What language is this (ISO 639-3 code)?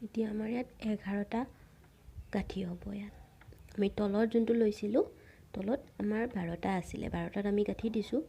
asm